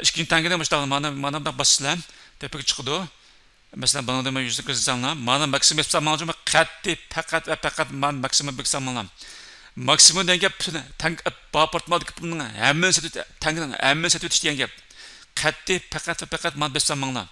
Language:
Uyghur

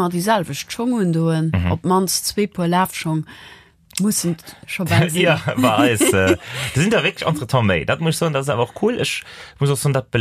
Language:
Luxembourgish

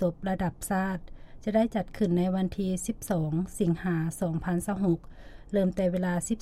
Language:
Lao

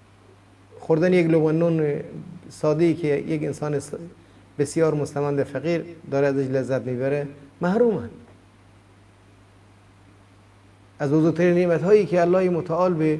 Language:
Persian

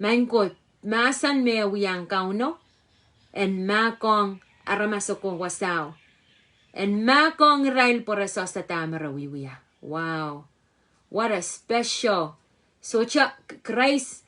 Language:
Pohnpeian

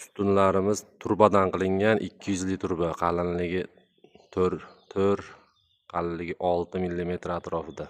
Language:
Uzbek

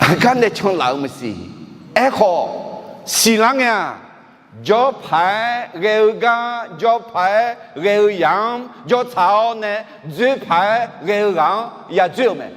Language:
Akha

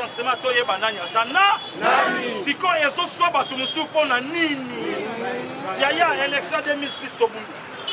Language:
Lingala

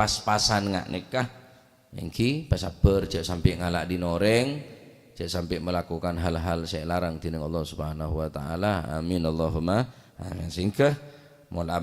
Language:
Madurese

